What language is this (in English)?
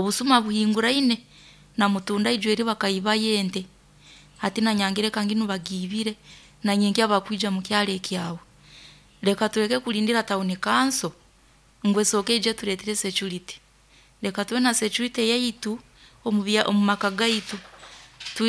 Nyoro